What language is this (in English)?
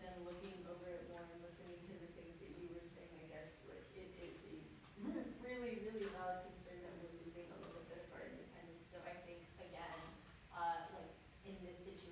English